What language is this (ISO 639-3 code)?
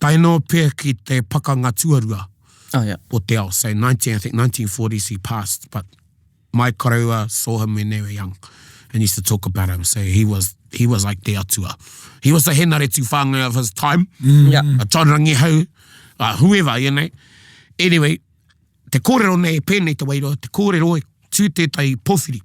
mri